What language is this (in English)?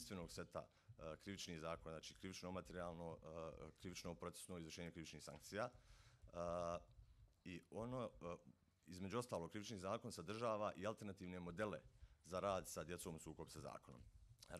Bosnian